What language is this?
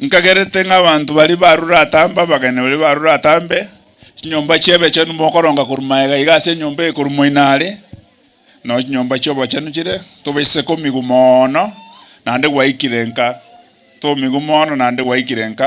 Gusii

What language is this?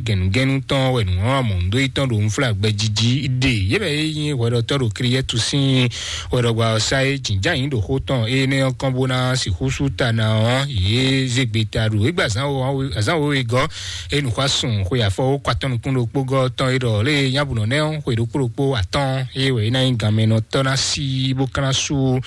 Fon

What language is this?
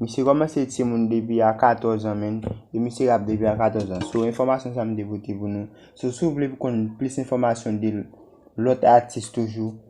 Haitian Creole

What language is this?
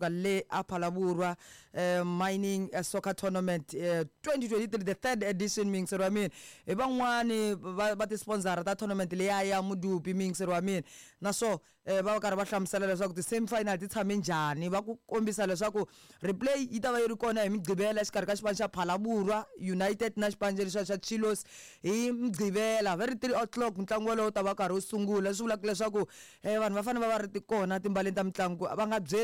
Tsonga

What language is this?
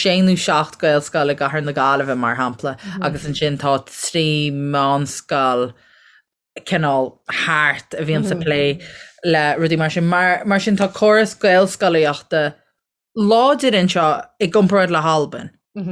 Irish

